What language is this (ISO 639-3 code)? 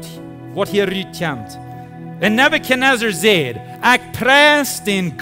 pdt